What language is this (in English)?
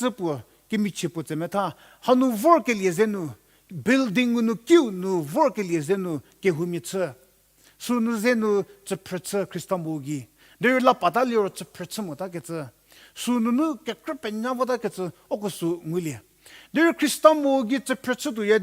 Angami Naga